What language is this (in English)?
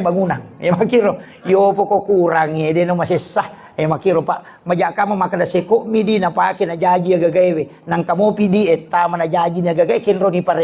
Buginese